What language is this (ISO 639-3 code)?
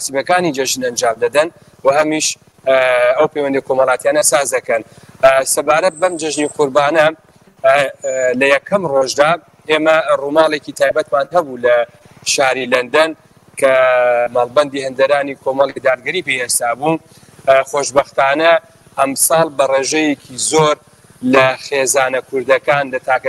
ckb